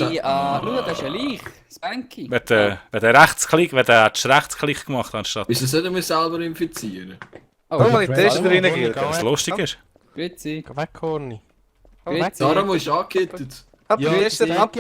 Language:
Swiss German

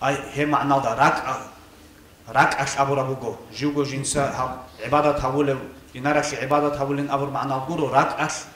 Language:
Avaric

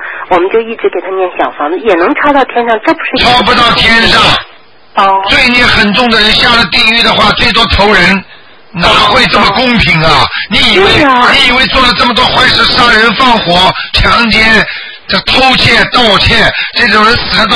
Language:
Chinese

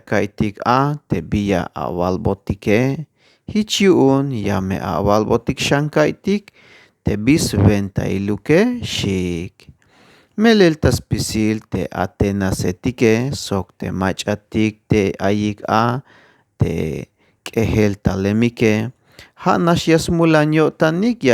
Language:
Tzeltal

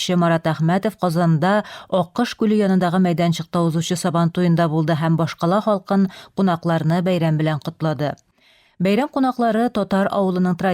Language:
Tatar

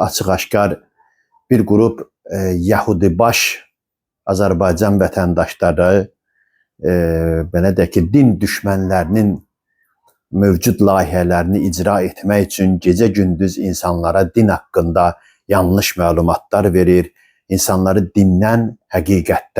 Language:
Azerbaijani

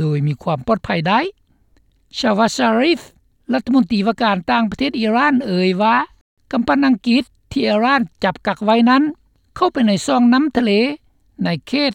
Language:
Lao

